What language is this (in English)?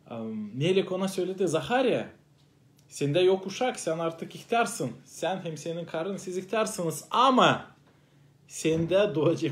Gagauz